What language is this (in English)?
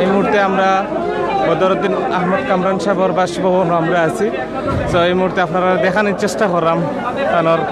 Sylheti